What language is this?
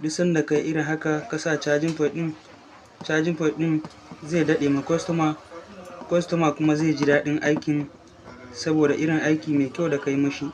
Hausa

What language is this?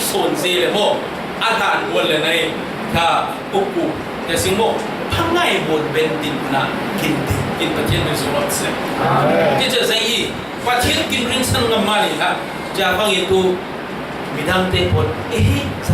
Falam Chin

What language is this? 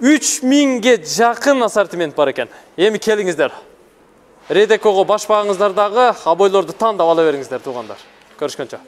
Kyrgyz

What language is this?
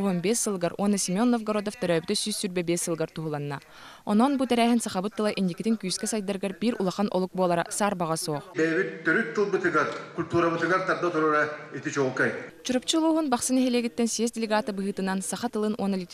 Yakut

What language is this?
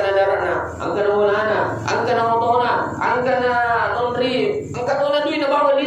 Buginese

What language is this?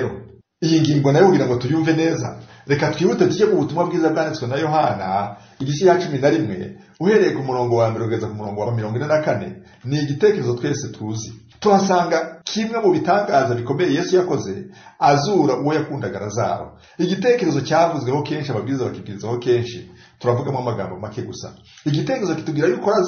Kinyarwanda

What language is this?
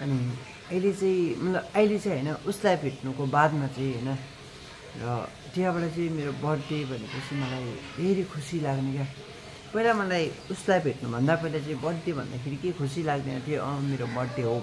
Nepali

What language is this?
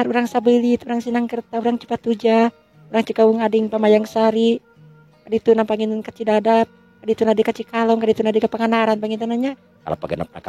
Sundanese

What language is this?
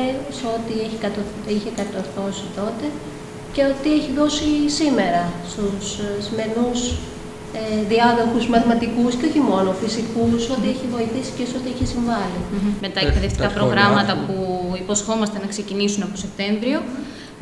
Greek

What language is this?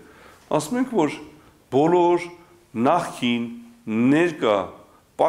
Armenian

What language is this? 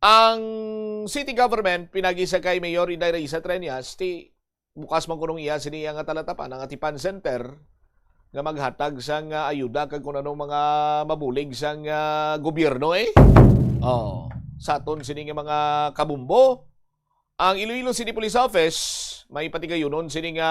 Hiligaynon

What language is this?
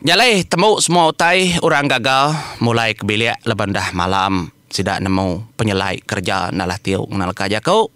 Iban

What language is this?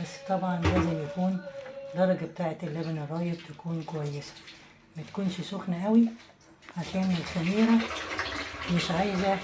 Egyptian Arabic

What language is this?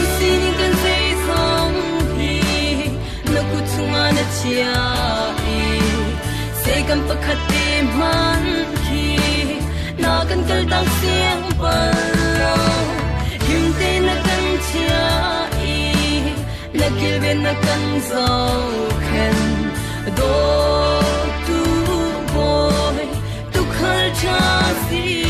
Falam Chin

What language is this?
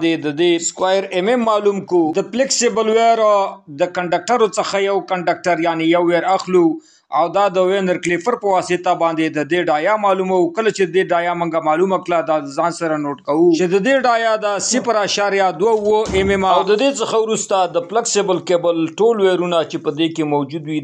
Pashto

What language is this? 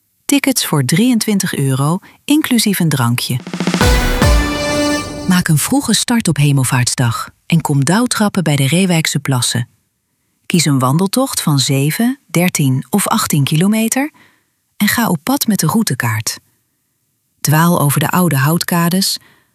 Dutch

